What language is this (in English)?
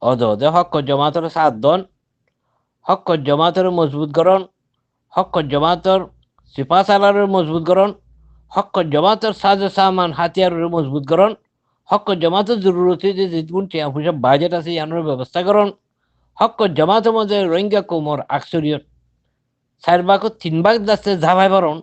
Rohingya